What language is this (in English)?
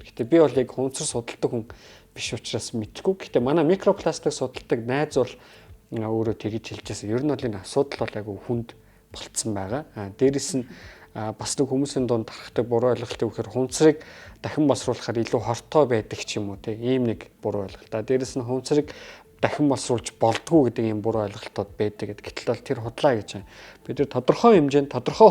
Mongolian